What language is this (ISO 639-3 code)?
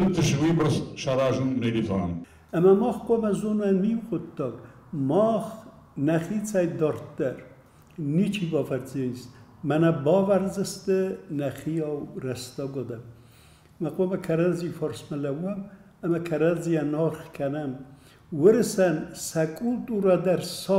oss